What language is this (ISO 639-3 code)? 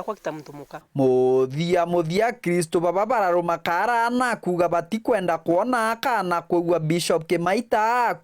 mer